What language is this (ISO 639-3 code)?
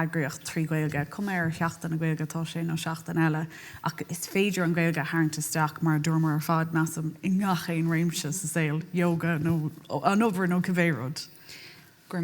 gle